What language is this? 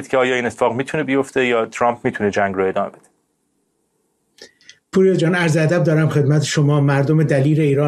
Persian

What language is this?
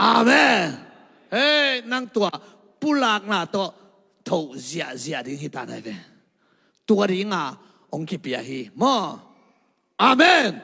Tedim Chin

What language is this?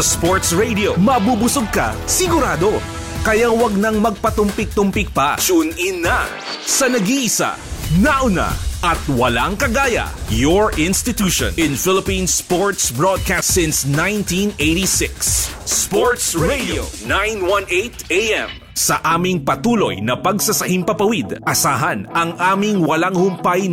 Filipino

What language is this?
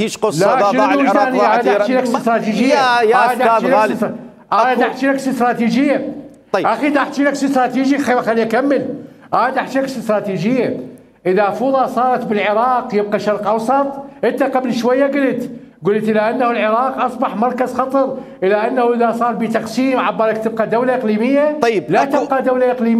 Mesopotamian Arabic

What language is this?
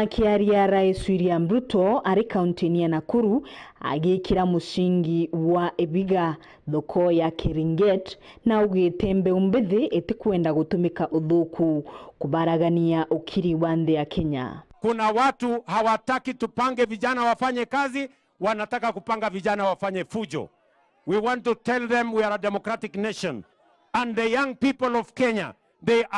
Meru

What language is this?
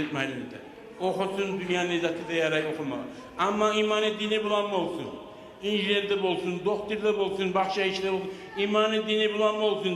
Kumyk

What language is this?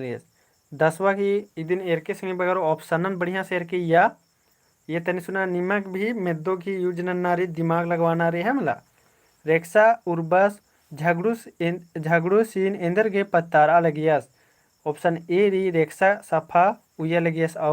Kurukh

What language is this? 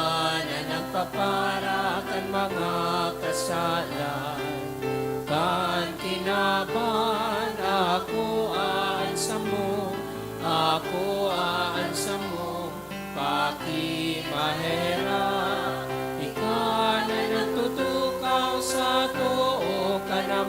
Bikol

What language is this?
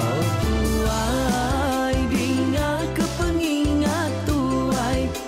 Iban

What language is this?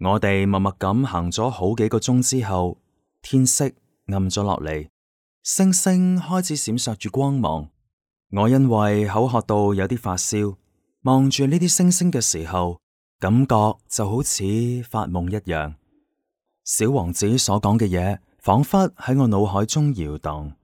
Cantonese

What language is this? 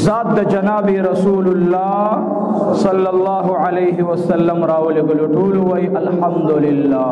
Pashto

